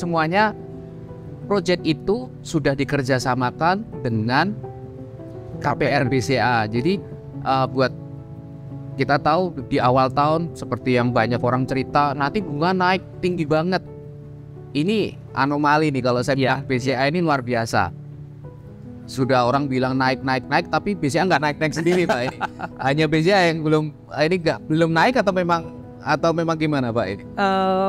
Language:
Indonesian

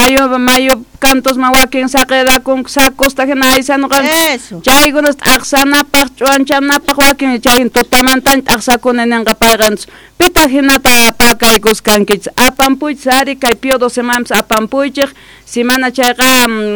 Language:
South Bolivian Quechua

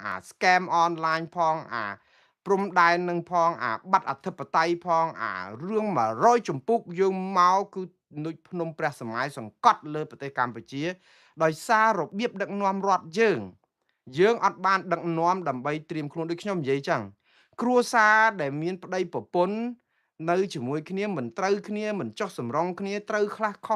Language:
Khmer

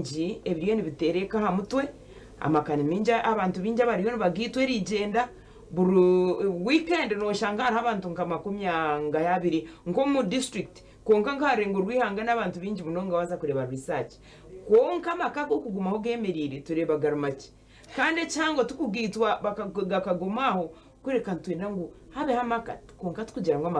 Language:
Nyankole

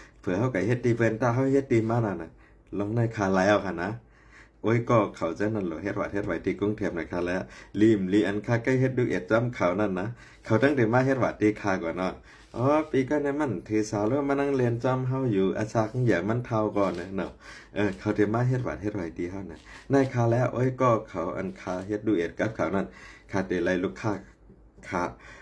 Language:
Shan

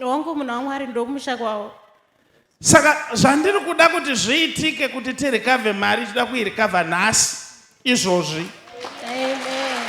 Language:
Shona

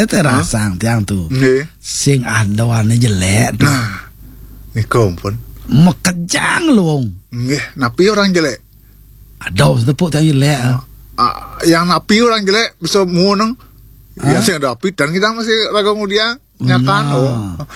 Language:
Balinese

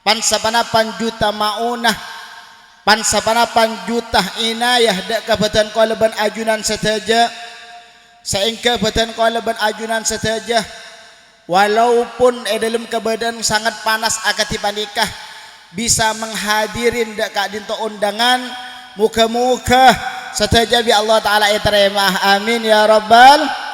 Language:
Madurese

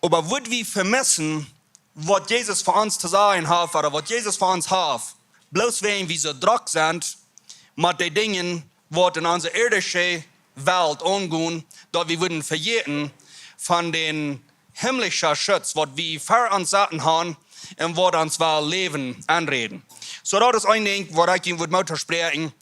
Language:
Plautdietsch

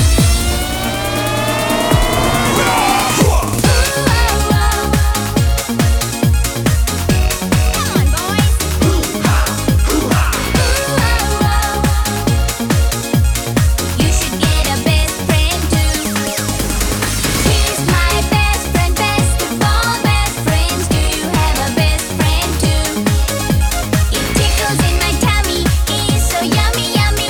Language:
English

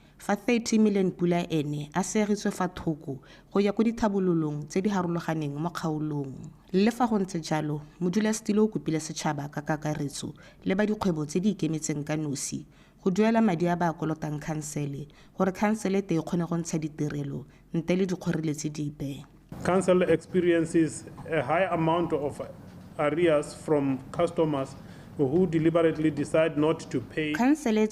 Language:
Tswana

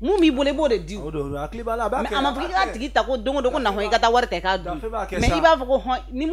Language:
Bambara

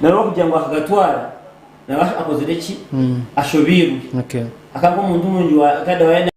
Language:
Nyankole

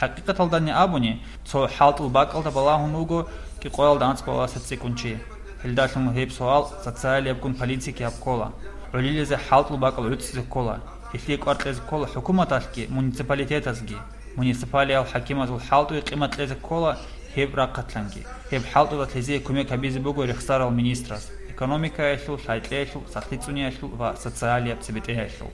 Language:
Avaric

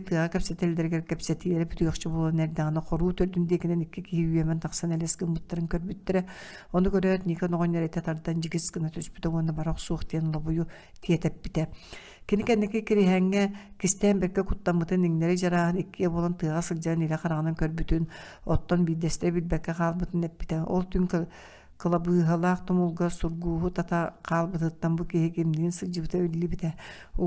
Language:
Yakut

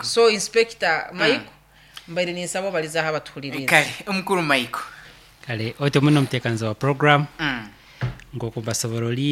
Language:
Nyoro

